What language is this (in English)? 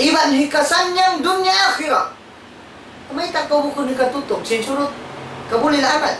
Tausug